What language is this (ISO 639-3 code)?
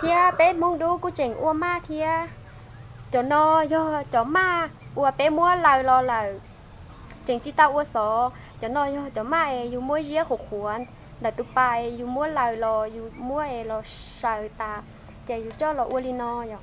hmn